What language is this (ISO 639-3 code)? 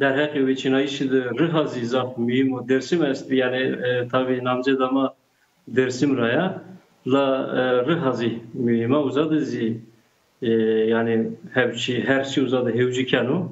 zza